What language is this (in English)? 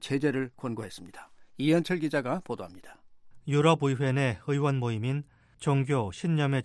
Korean